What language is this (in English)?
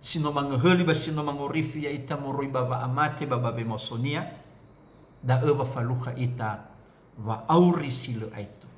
Nias